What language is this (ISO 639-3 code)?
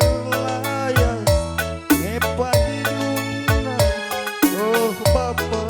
btx